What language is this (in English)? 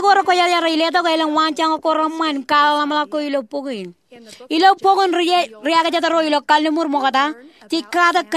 Marshallese